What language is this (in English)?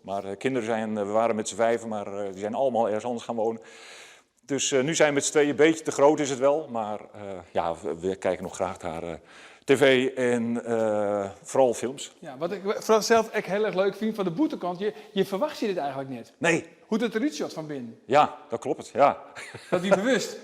Western Frisian